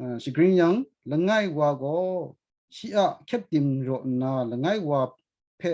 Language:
Kachin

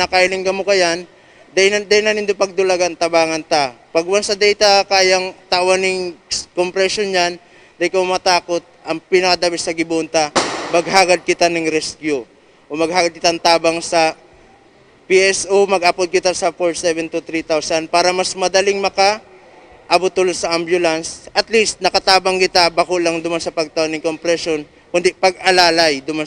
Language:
Bikol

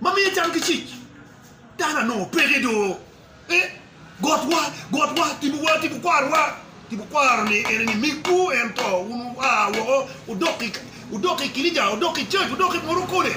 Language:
Acoli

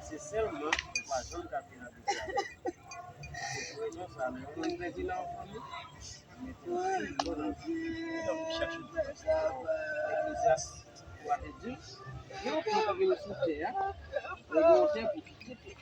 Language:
Haitian Creole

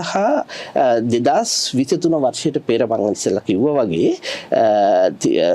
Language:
Sinhala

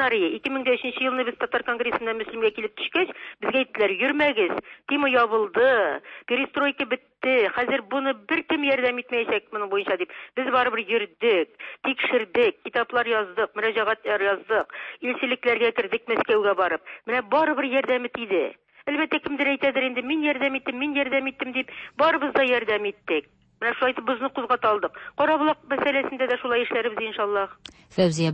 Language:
Tatar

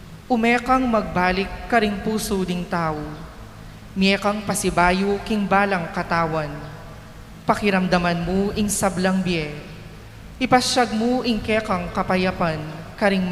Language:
Pampanga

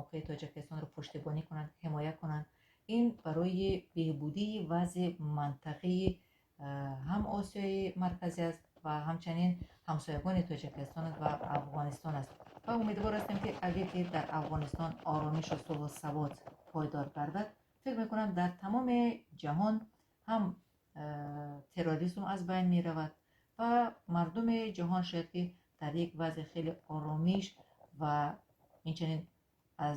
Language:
Persian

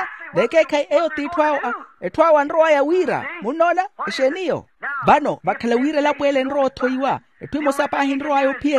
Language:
Makhuwa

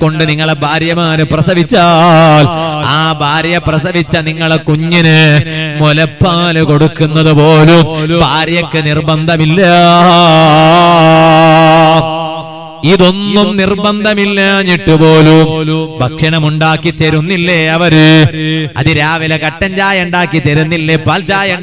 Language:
Malayalam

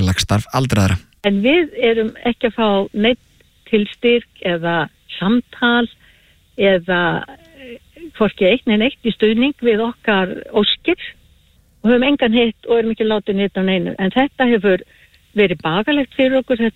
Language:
Icelandic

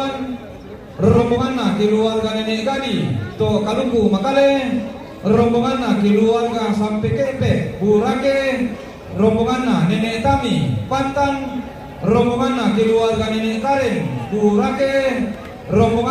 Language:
Toraja-Sa'dan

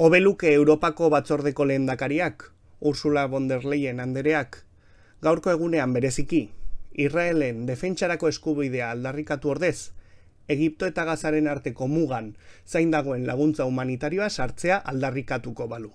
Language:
Basque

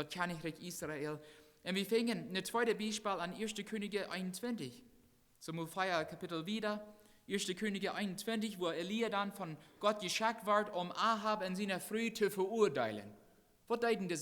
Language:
Plautdietsch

